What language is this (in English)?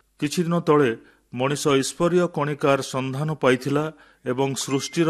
Odia